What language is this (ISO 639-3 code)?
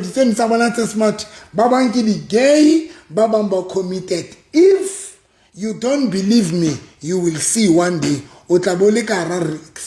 sot